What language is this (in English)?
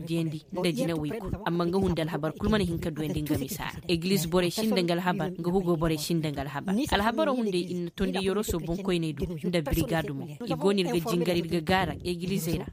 Koyraboro Senni